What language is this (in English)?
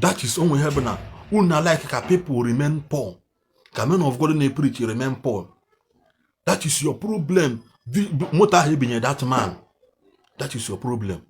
Igbo